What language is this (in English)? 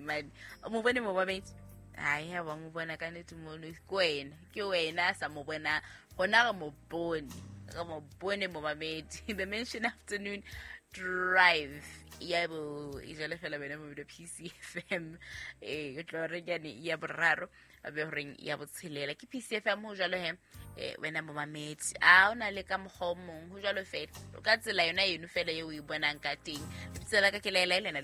Southern Sotho